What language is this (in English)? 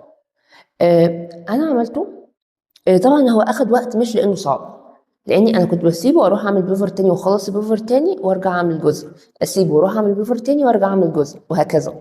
Egyptian Arabic